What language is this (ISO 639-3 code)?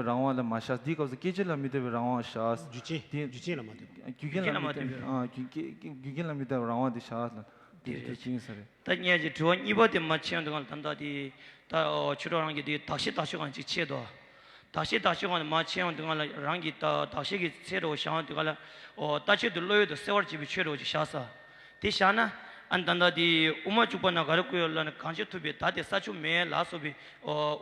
bod